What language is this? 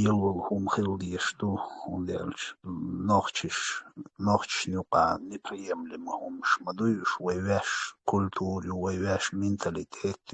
Chechen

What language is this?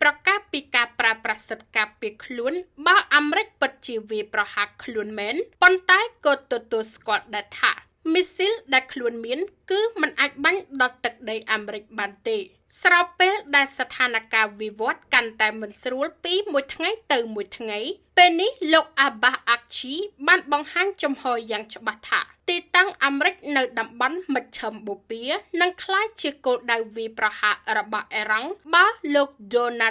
Khmer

